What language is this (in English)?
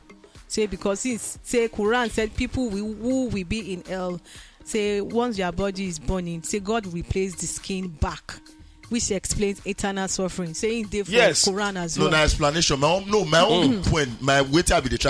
Nigerian Pidgin